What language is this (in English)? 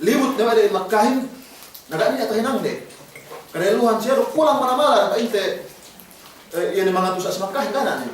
Yakan